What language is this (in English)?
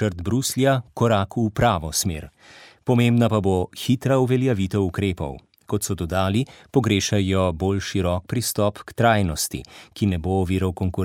Slovenian